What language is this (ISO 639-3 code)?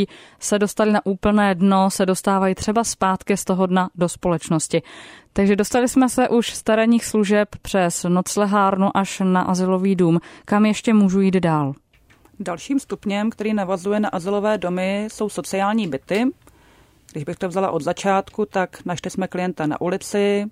ces